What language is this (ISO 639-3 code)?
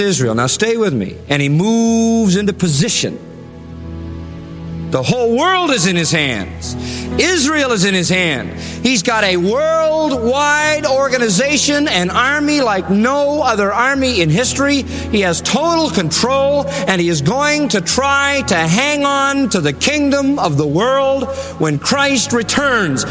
eng